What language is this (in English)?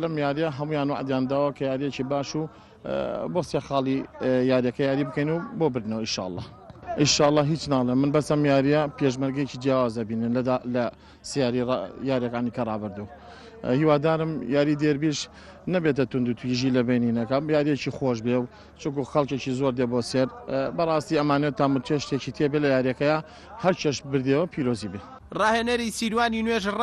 Central Kurdish